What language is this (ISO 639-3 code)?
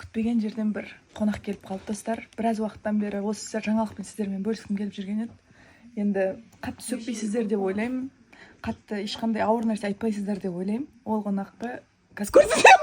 kaz